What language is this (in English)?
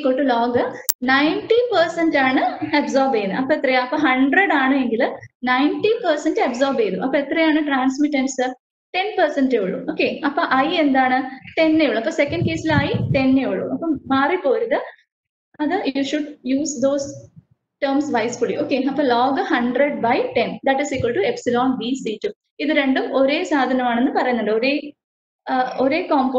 Malayalam